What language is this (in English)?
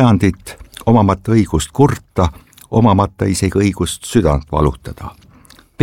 Estonian